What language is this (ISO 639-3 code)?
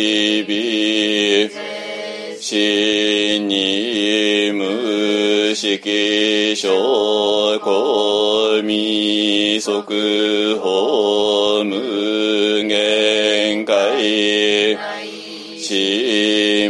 jpn